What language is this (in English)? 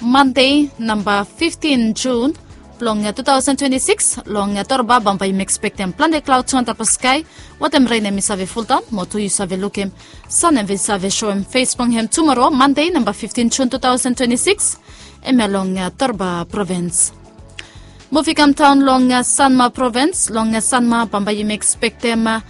Bislama